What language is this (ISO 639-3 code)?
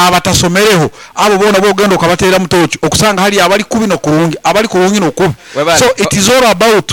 nyo